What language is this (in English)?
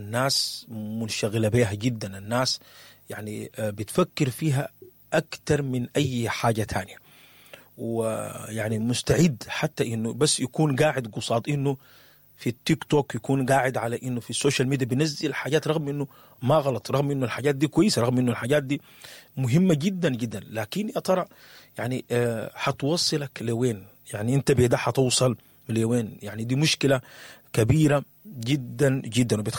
Sudanese Arabic